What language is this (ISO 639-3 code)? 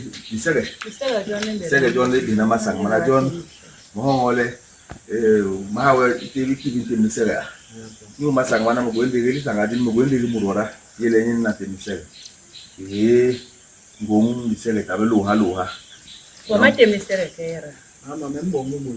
bas